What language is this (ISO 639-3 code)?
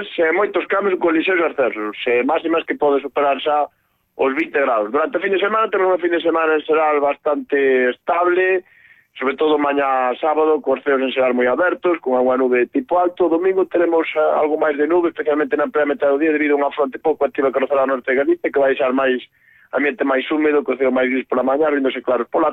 glg